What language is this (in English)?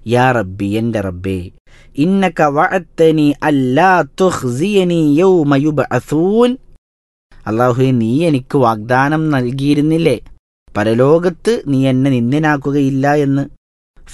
Malayalam